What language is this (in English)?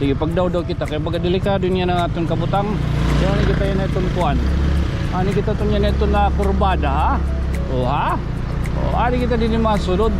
Waray